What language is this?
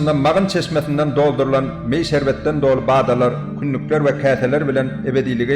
Turkmen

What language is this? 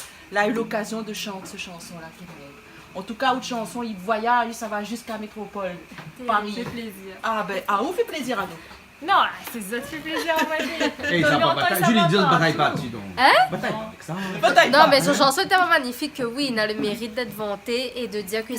Réunion Creole French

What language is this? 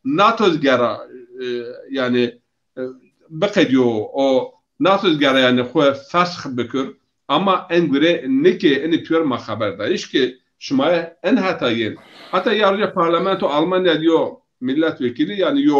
Zaza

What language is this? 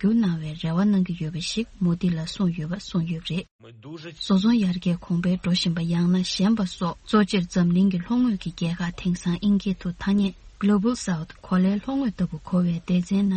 Tibetan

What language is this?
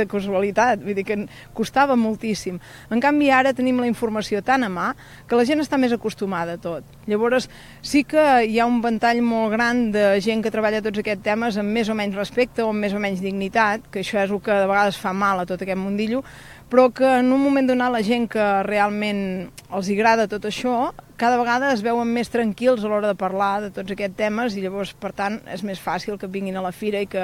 Catalan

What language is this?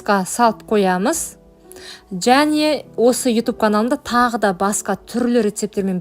Kazakh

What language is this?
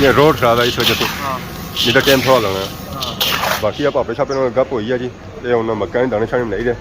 Pahari-Potwari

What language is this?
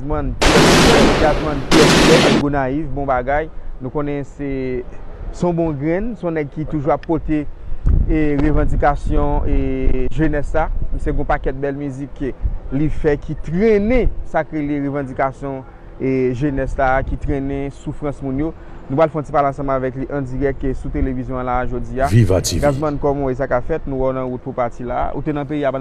Haitian Creole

